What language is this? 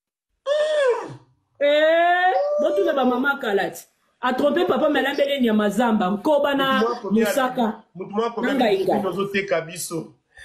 Lingala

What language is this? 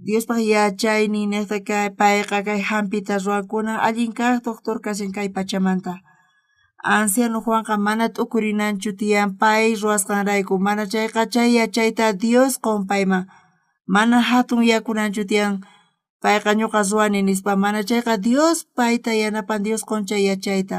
South Bolivian Quechua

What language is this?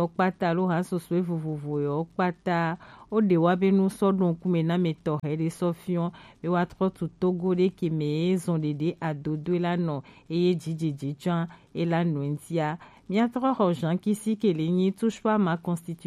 Gen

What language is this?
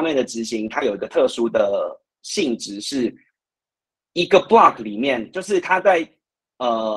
Chinese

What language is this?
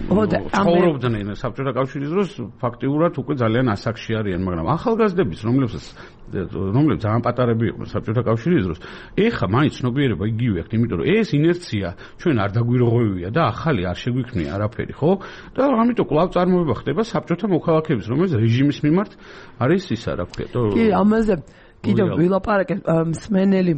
Georgian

